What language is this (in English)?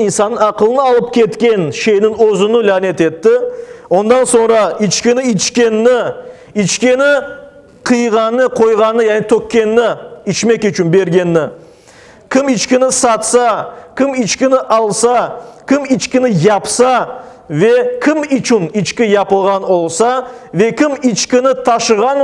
Crimean Tatar